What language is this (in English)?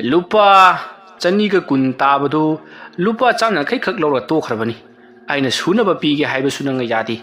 Manipuri